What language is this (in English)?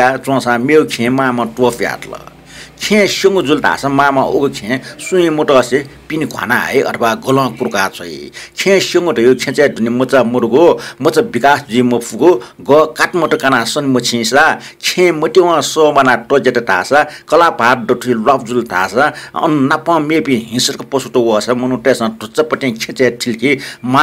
Newari